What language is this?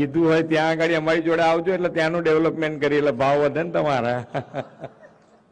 Gujarati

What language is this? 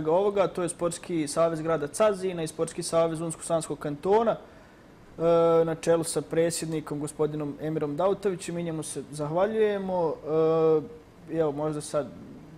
Bosnian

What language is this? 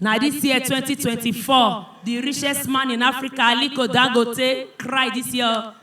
Nigerian Pidgin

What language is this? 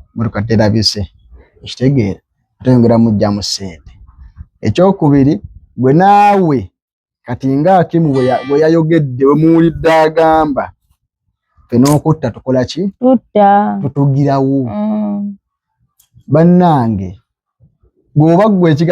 Ganda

